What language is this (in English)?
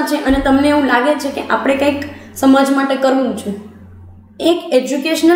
Gujarati